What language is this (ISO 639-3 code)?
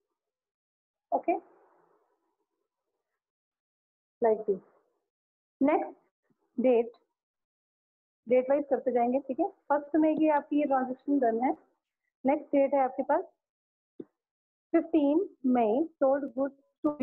hin